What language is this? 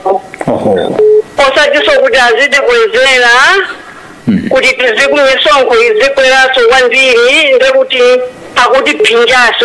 Nyanja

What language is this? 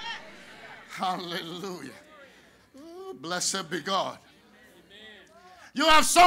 English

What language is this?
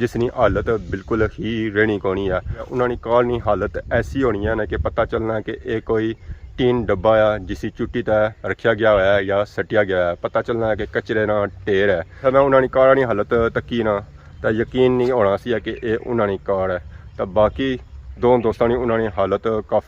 Pahari-Potwari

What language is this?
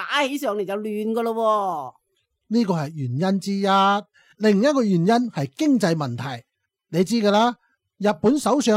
Cantonese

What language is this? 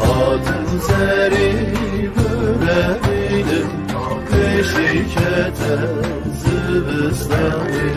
Zaza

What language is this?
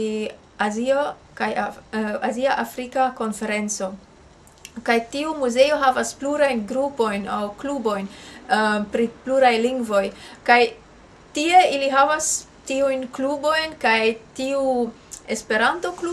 Esperanto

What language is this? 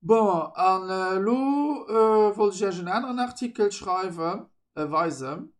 Luxembourgish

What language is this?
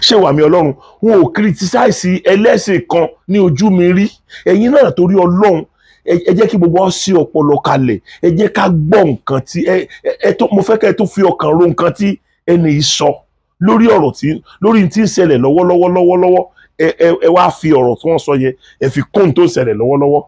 Yoruba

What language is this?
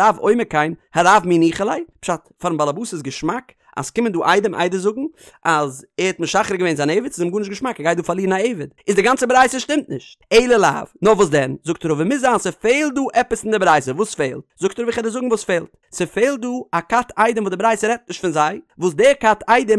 Yiddish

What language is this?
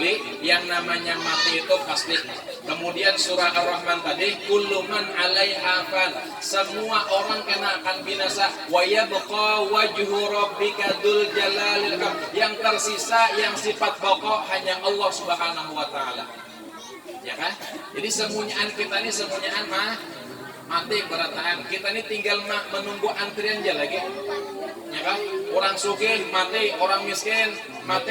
Banjar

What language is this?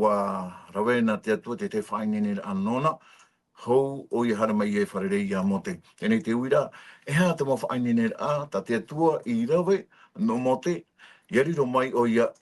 Tahitian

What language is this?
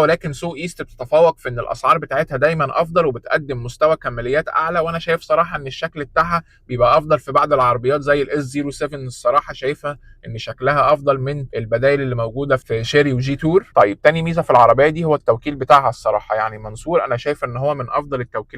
Egyptian Arabic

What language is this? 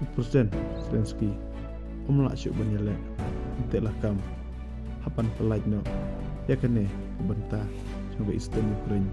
Khasi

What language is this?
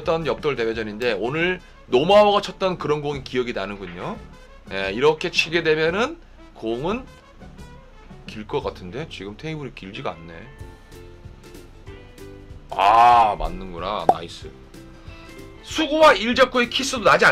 Korean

